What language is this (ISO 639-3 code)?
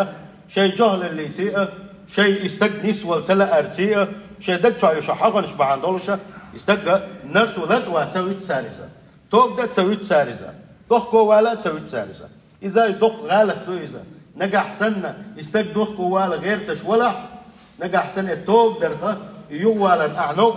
che